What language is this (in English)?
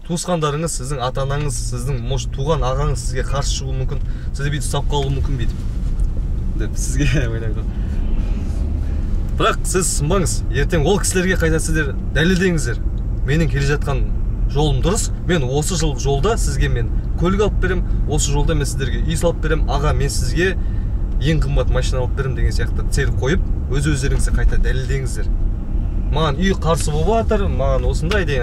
Kazakh